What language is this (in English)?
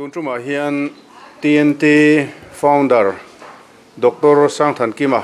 Mizo